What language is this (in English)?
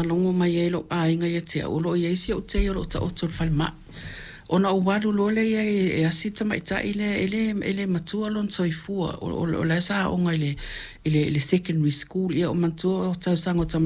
Samoan